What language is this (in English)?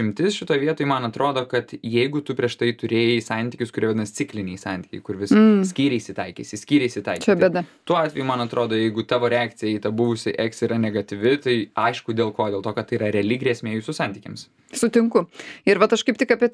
Lithuanian